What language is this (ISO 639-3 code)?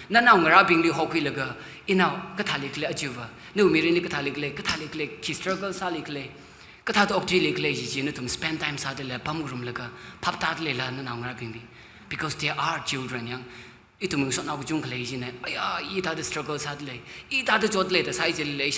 nmf